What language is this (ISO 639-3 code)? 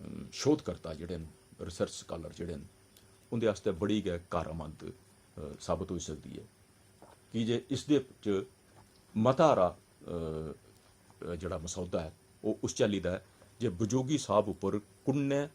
doi